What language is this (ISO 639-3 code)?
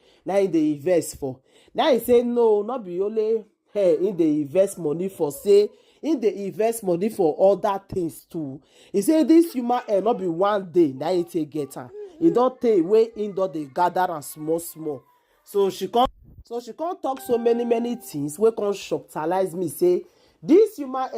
pcm